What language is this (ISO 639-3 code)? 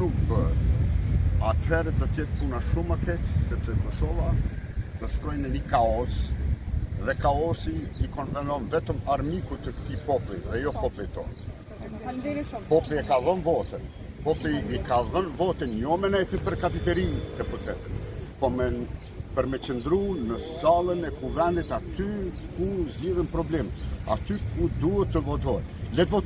sqi